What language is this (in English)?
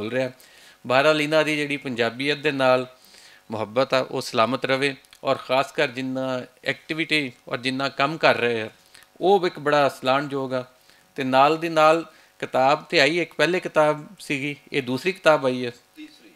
Western Panjabi